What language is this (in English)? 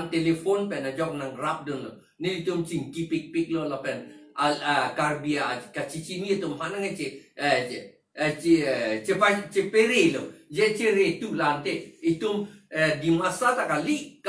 Karbi